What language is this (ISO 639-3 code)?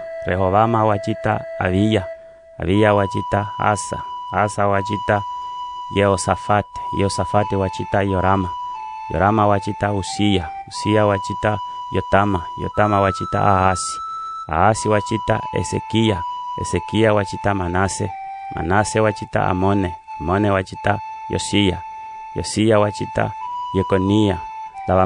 umb